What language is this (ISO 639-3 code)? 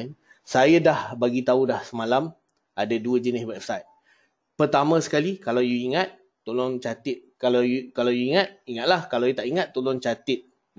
msa